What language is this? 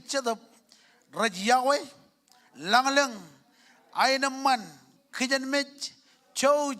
Marshallese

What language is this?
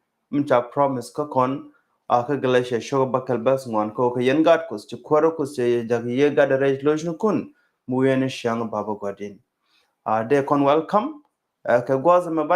Nuer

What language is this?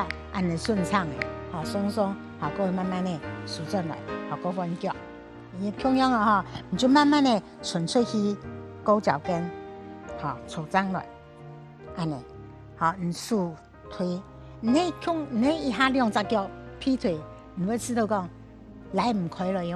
Hakka Chinese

